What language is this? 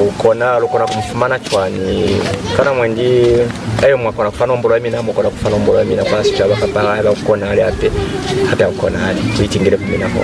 Lozi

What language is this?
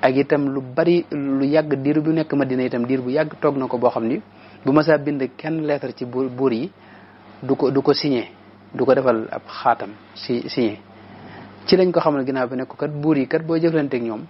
Wolof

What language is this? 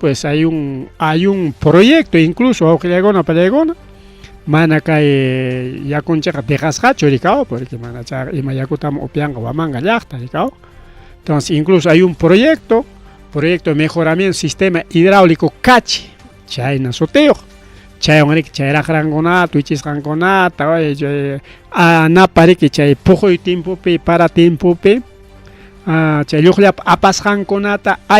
Ayacucho Quechua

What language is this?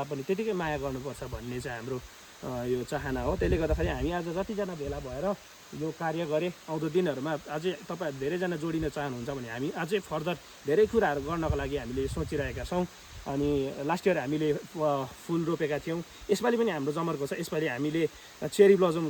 Nepali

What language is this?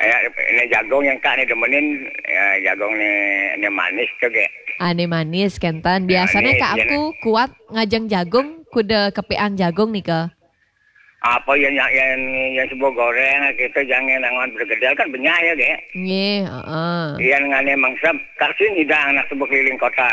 Balinese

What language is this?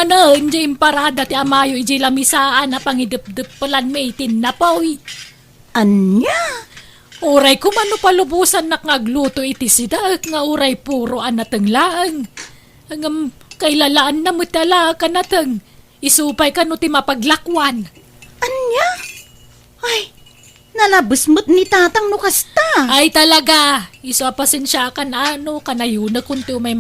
Iloko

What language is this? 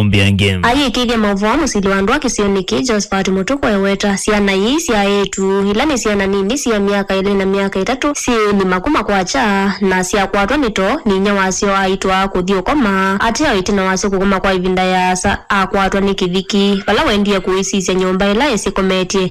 Kamba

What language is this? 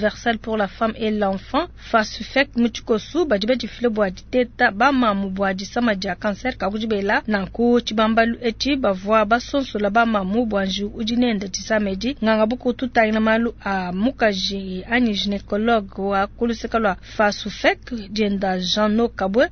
Luba-Lulua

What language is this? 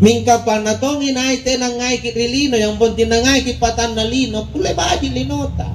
Makasar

